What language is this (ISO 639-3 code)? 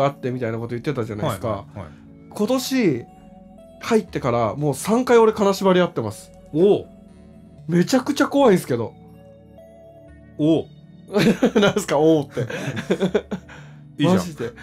jpn